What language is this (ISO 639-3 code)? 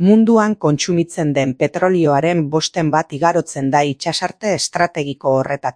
eus